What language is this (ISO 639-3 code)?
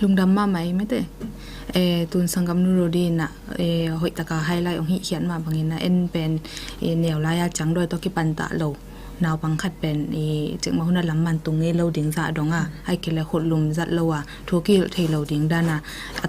ctd